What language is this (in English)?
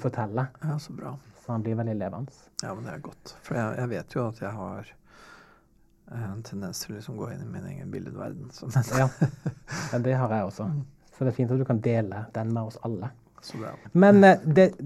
Norwegian